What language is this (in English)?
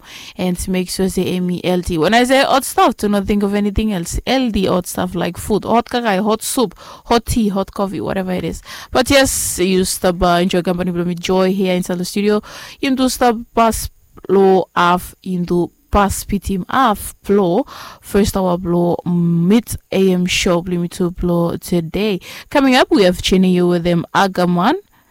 Bislama